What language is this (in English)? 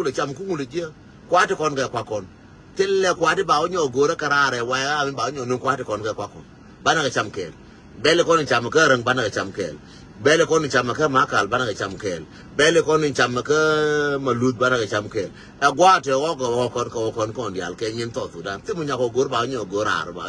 Nuer